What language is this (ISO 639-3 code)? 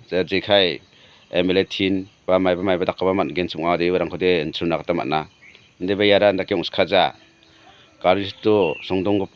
grt